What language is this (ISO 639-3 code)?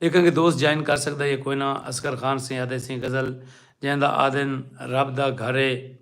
skr